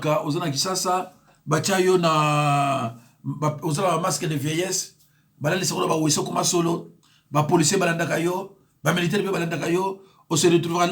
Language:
Lingala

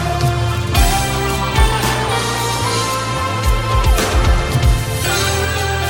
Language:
Kinyarwanda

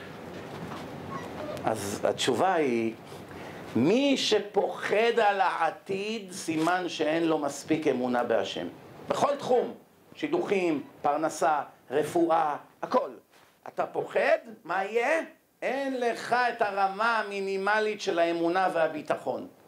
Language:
Hebrew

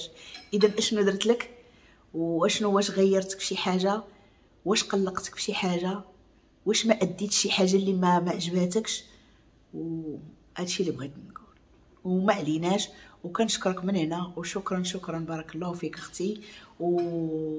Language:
Moroccan Arabic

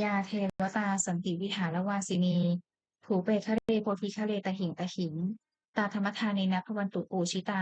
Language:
Pali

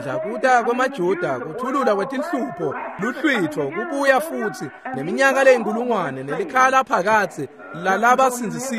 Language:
Swati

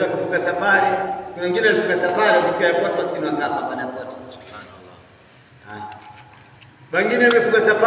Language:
Swahili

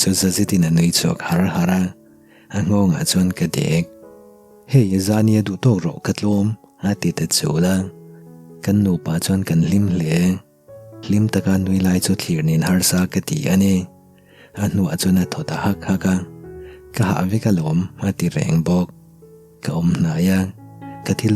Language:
Mizo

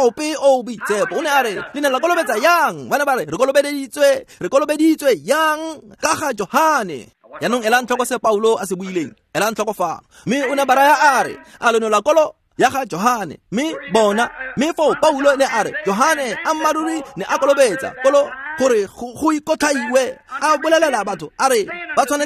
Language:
Tswana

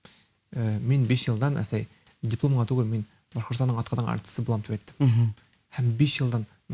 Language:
Bashkir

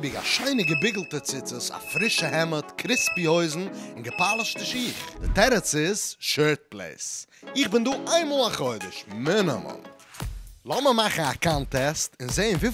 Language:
Yiddish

